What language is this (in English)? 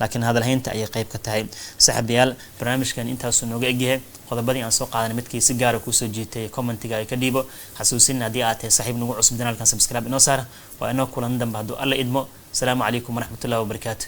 Somali